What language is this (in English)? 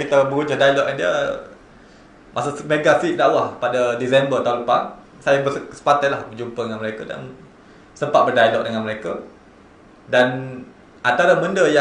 Malay